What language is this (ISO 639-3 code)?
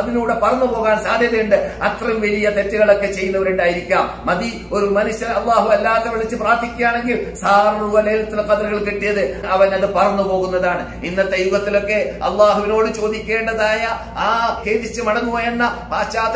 mal